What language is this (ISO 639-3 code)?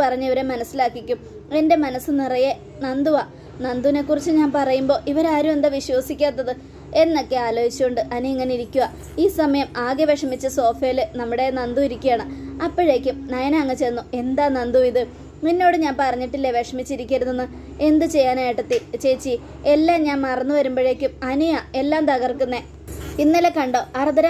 mal